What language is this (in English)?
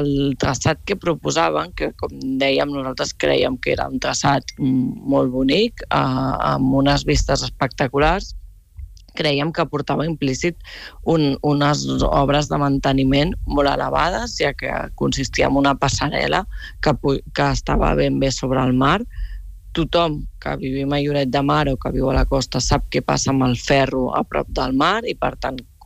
Catalan